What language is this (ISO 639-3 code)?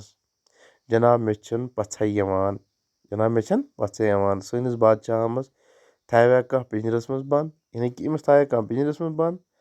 kas